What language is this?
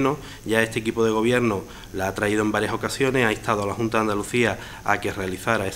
Spanish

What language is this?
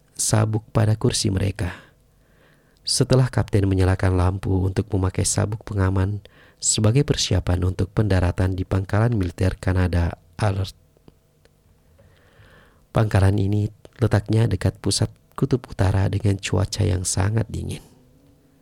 Indonesian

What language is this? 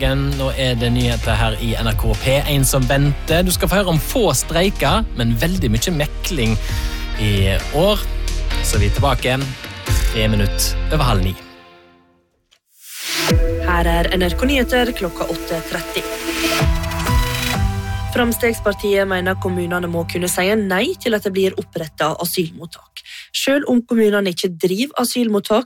Norwegian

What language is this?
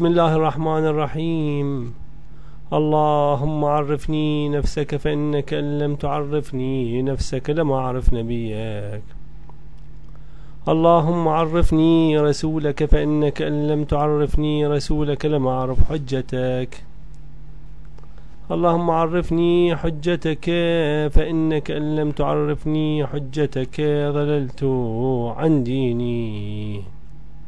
Arabic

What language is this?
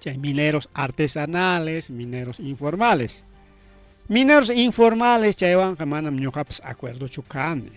Ayacucho Quechua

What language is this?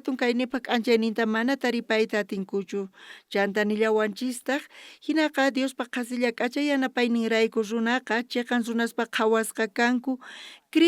South Bolivian Quechua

